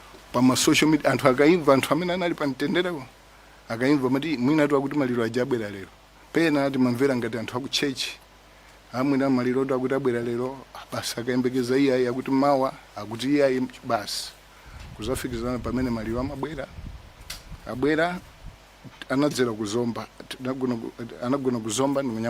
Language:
Nyanja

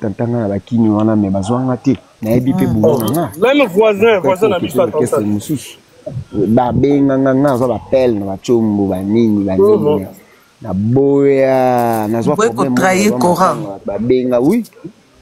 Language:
Lingala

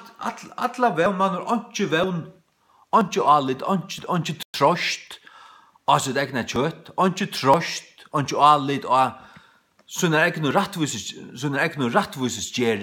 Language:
Faroese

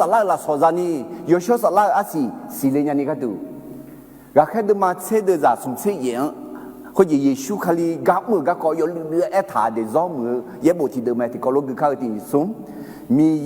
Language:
Akha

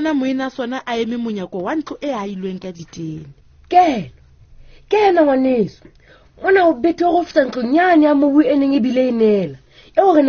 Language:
Southern Sotho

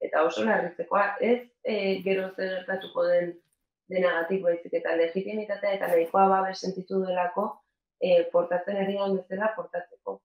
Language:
Basque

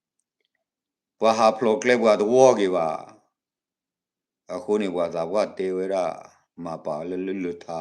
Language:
S'gaw Karen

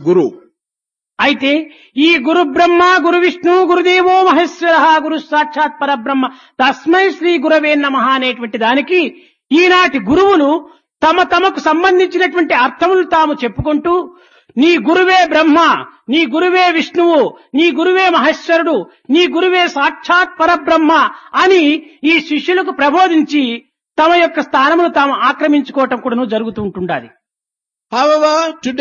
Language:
Telugu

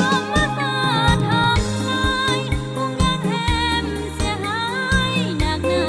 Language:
Khmu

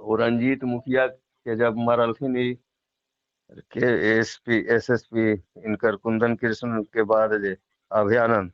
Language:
Magahi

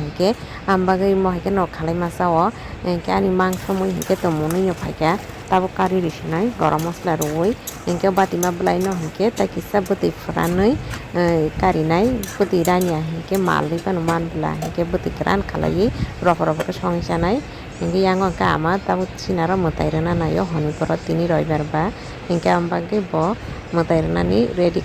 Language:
Kok Borok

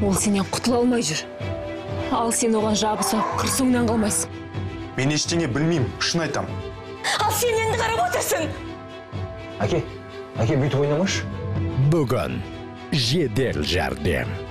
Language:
Kazakh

